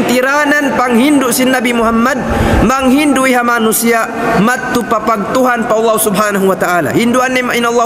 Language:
Tausug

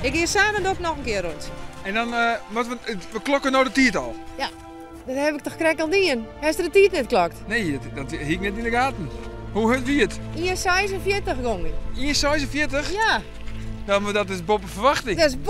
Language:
Western Frisian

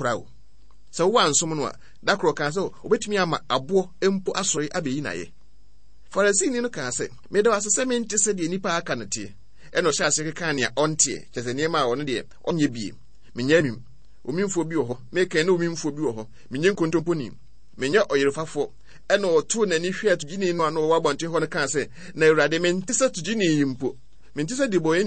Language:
Akan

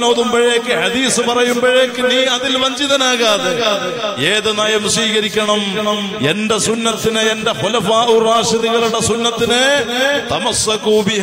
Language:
Malayalam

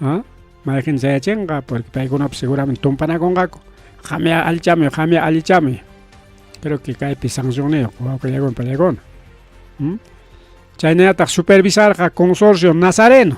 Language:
Ayacucho Quechua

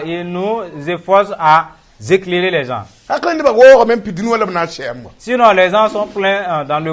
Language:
Mossi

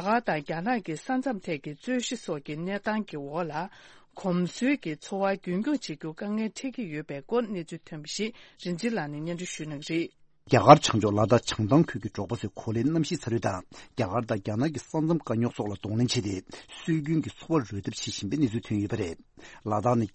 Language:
Tibetan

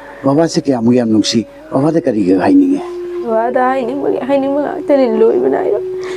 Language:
Manipuri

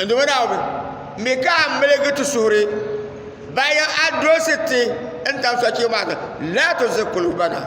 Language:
Dagbani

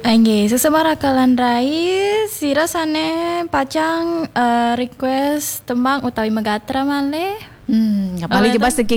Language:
Balinese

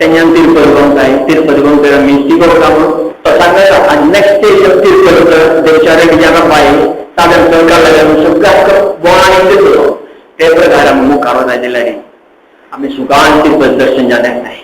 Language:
Konkani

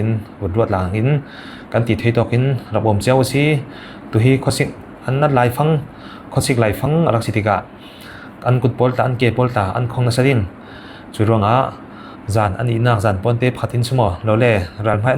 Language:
Falam Chin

